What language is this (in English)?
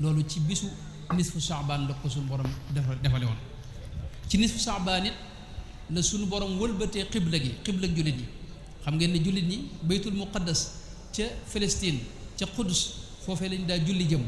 Wolof